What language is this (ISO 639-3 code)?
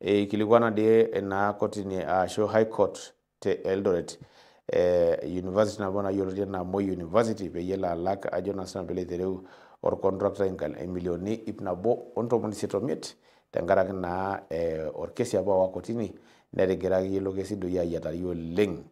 mas